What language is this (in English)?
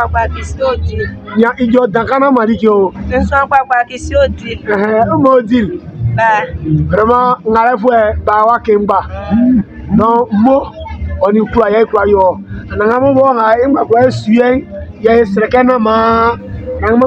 Baoulé